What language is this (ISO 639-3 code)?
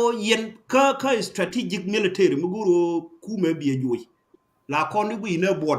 nus